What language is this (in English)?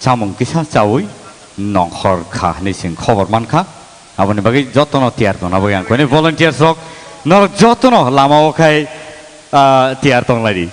Kok Borok